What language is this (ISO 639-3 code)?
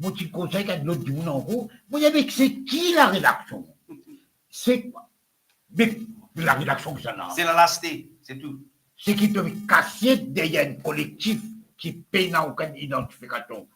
mfe